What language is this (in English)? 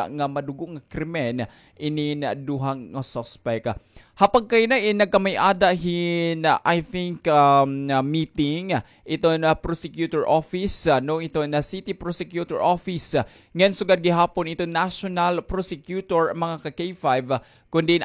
Waray